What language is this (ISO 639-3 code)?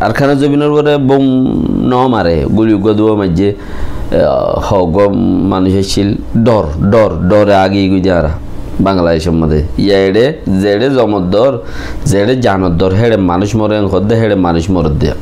rhg